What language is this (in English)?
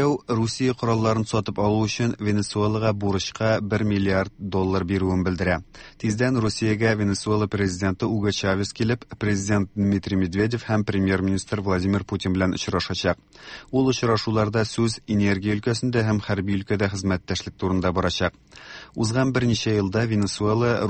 Tatar